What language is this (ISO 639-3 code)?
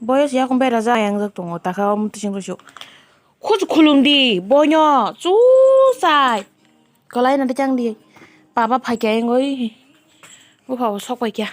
trp